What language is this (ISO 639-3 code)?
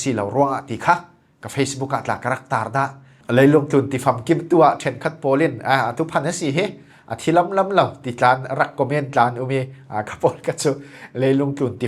cfm